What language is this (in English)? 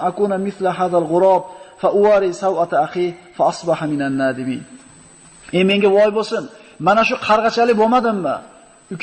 Uzbek